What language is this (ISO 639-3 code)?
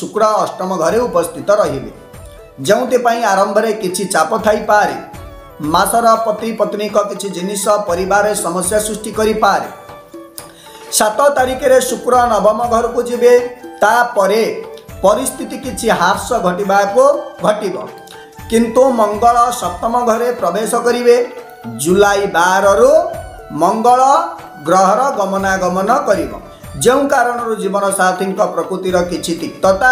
ori